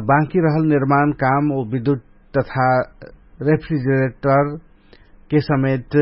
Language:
Dangaura Tharu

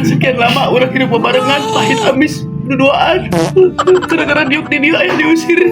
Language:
Sundanese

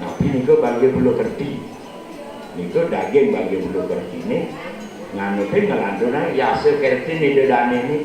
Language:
Balinese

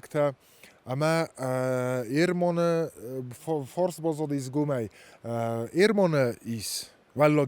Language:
Ossetic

